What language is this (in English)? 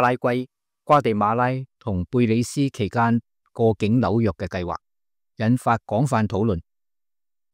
Cantonese